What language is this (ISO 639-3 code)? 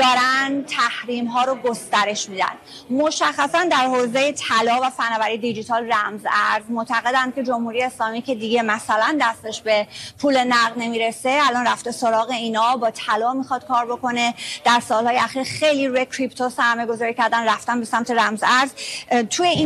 fas